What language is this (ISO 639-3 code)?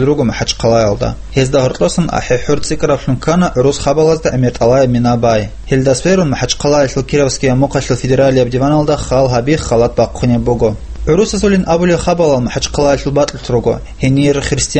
ava